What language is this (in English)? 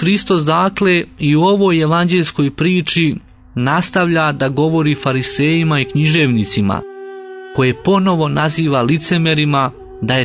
Serbian